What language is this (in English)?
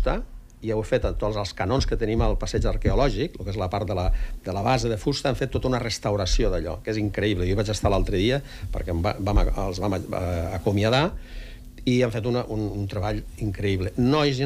Catalan